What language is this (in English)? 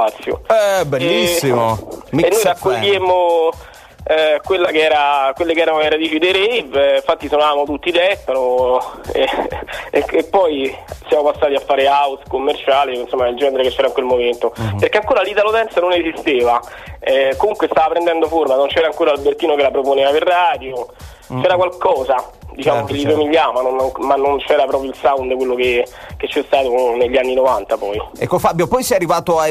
Italian